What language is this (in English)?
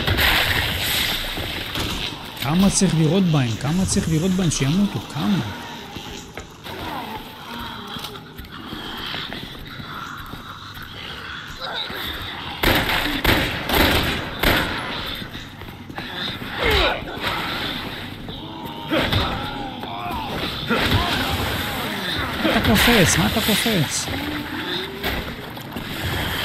Hebrew